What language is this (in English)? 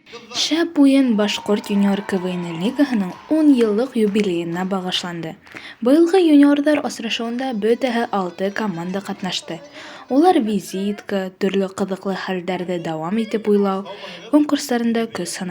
Bashkir